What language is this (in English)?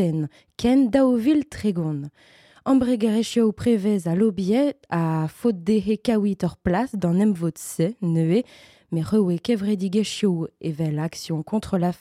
Breton